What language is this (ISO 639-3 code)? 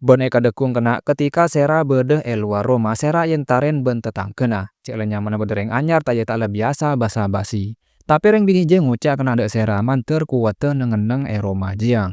mad